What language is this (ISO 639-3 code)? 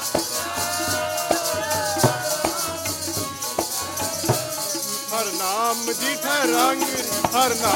pan